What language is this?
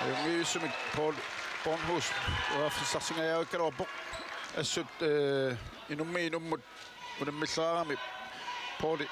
Kalaallisut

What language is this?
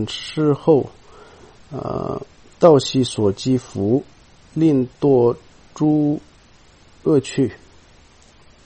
Chinese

